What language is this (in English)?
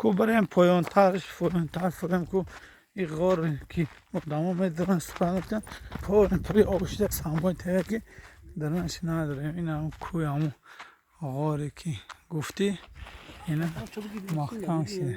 Tajik